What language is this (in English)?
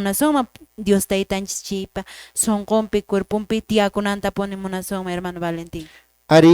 Quechua